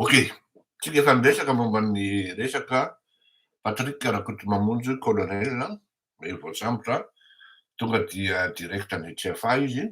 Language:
Malagasy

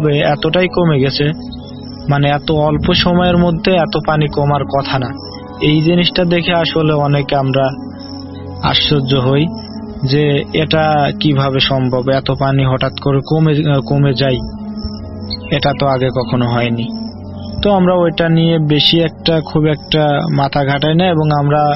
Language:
Bangla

